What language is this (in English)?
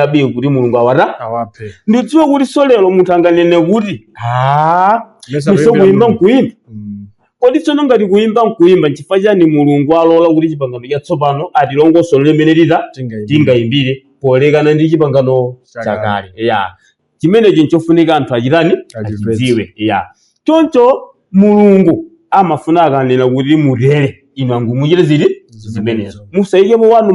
Nyanja